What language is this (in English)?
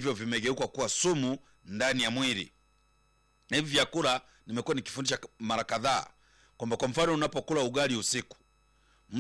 Swahili